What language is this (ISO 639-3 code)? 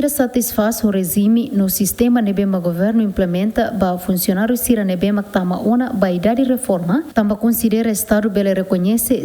tet